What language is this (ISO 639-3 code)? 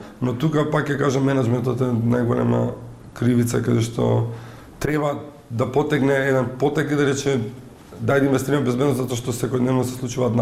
mkd